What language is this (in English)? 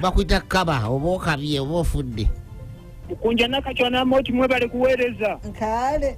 Ganda